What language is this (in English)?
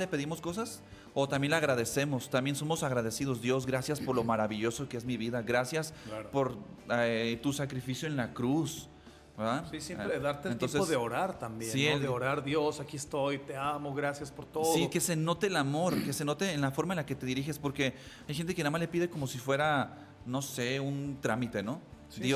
Spanish